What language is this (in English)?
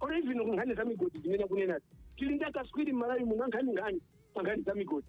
Nyanja